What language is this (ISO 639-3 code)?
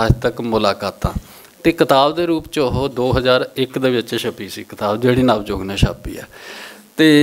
pan